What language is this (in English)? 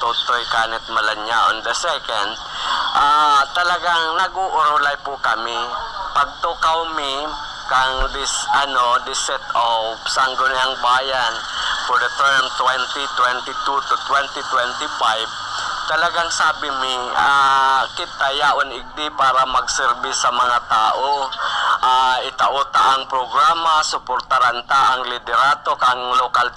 Bikol